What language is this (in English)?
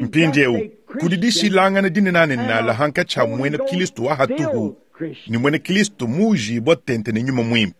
Luba-Lulua